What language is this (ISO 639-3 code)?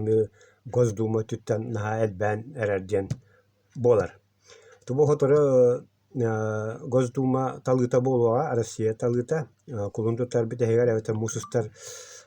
sah